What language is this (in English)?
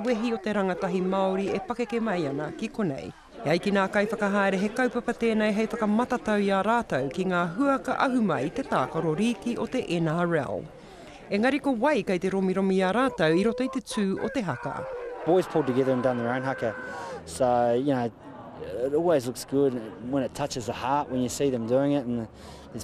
Māori